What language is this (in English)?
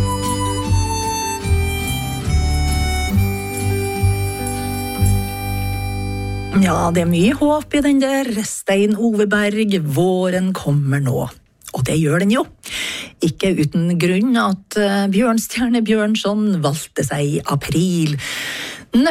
Norwegian